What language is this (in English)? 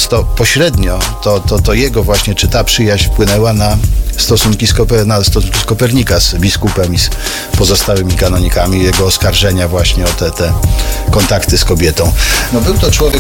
Polish